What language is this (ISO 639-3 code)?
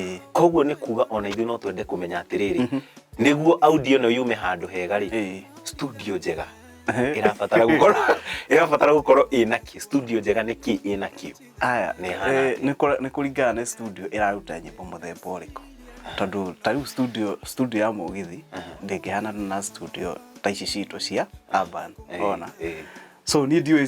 kik